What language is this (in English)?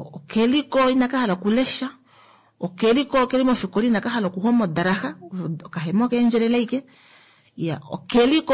Kuanyama